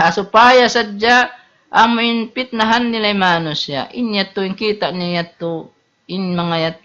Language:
Tausug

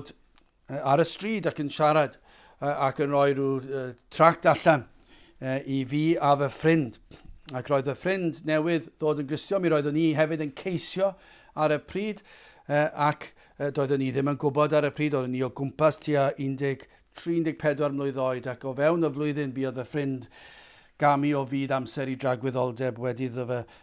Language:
Welsh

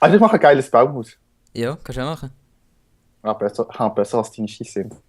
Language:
Swiss German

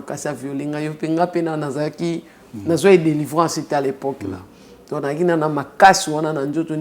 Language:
Lingala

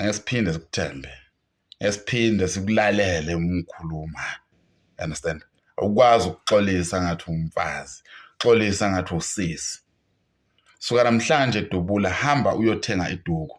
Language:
Zulu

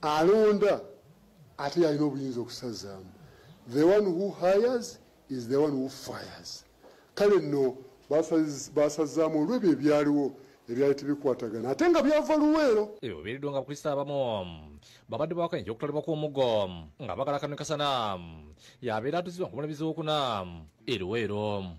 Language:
Ganda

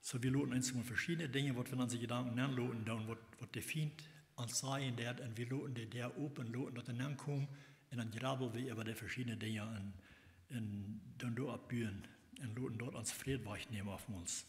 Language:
Plautdietsch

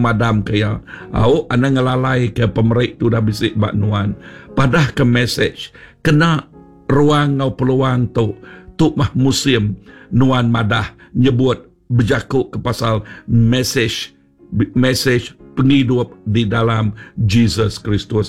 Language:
Iban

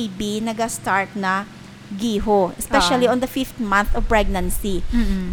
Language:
Hiligaynon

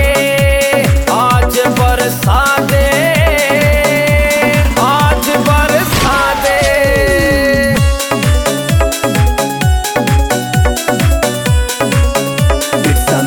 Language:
Haryanvi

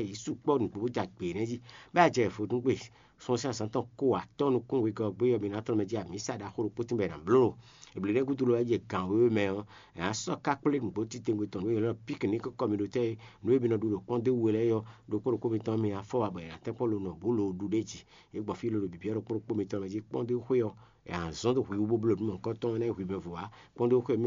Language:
Fon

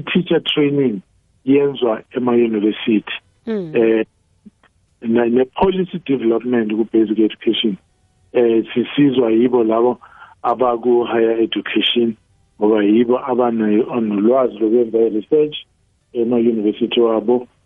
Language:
South Ndebele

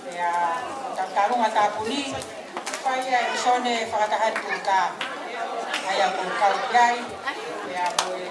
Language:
Tongan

